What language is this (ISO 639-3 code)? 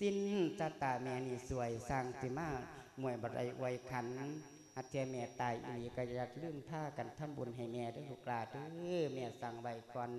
lao